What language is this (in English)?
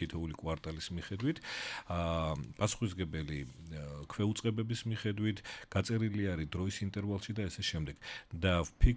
Georgian